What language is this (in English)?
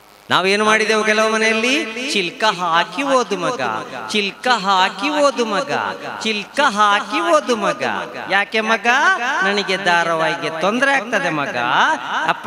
Kannada